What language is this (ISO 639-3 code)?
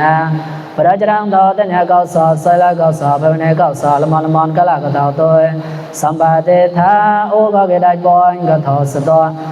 mnw